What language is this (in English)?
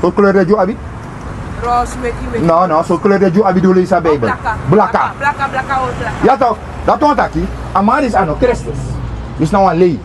Sranan Tongo